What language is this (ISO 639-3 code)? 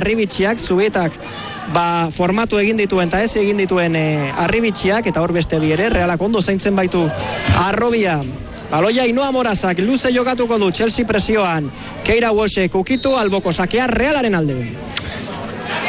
eus